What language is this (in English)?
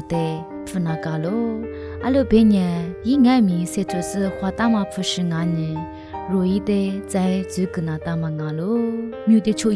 Lisu